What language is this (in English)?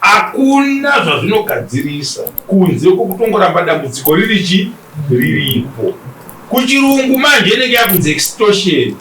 Shona